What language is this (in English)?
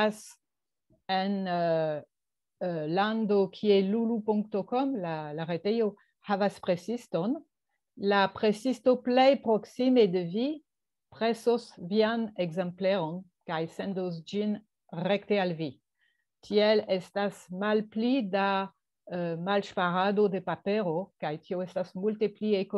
Esperanto